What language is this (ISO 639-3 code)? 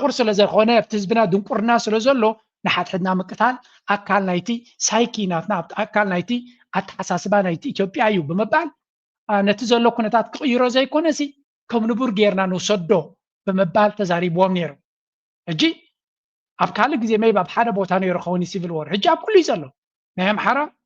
tir